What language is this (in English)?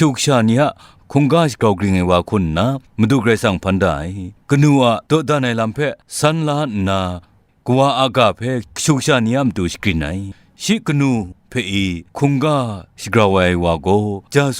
Kachin